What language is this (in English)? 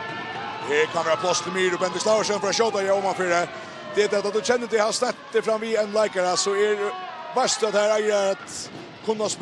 Faroese